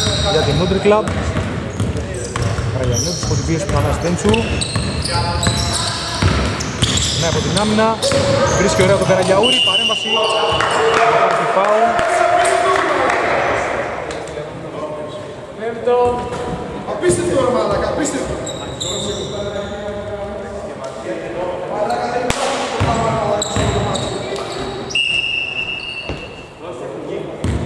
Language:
Greek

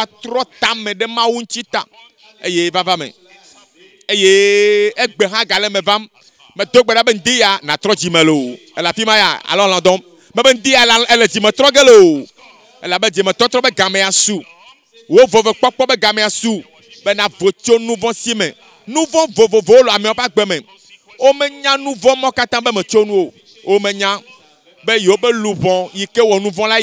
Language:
Ewe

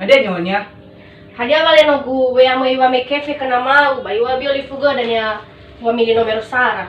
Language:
Nias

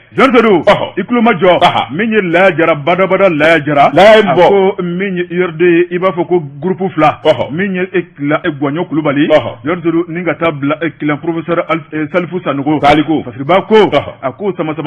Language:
Bambara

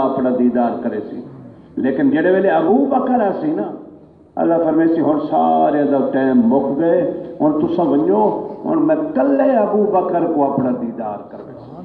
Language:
Saraiki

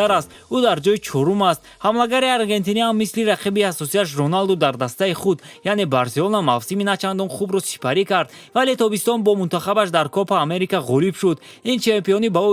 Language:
Tajik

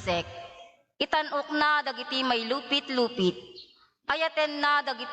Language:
Iloko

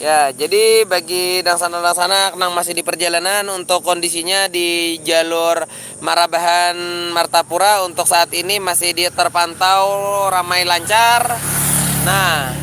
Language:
Banjar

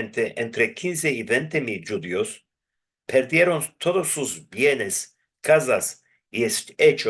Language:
Ladino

